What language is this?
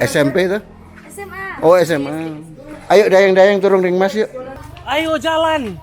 Manado Malay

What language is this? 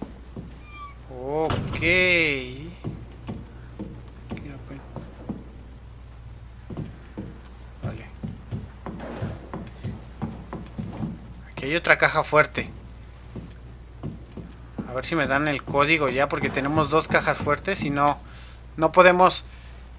Spanish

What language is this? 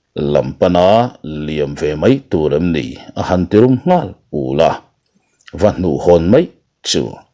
Mizo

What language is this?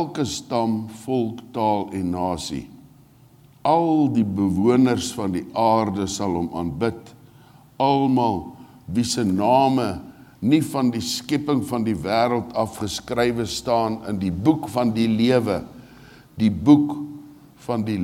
Afrikaans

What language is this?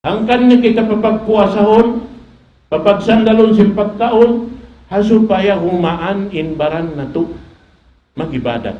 Tausug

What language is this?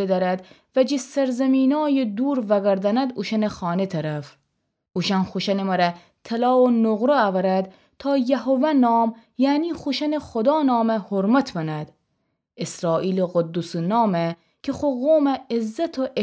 Gilaki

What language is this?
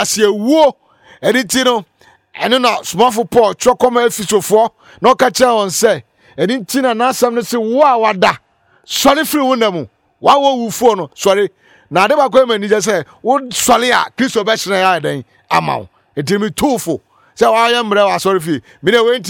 Akan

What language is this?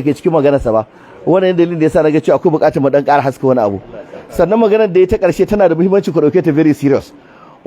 Hausa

